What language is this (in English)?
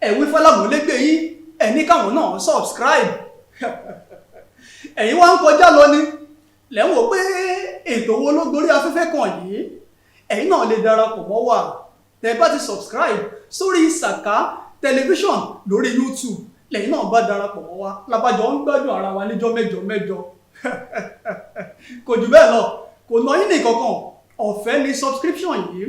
Yoruba